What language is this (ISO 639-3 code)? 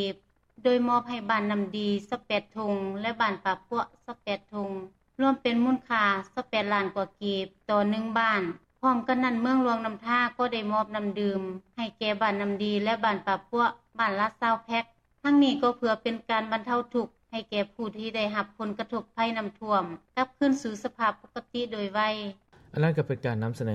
lao